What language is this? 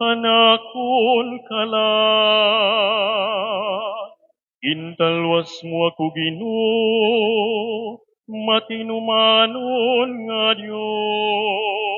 Waray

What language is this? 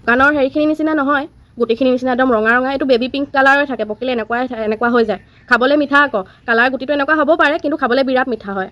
Assamese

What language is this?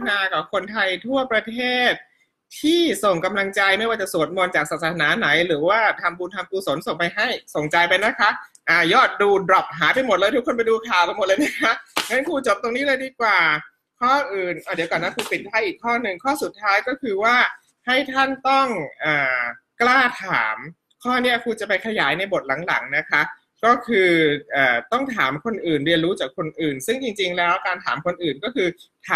Thai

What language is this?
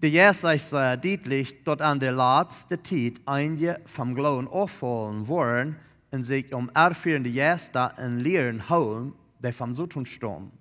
Plautdietsch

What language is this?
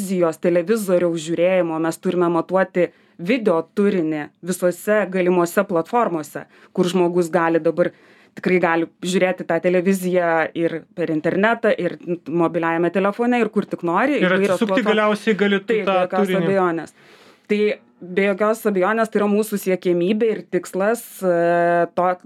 Lithuanian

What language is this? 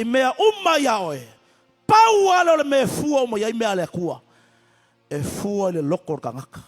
Samoan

